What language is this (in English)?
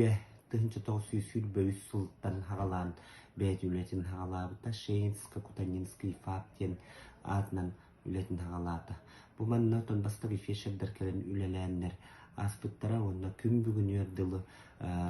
Yakut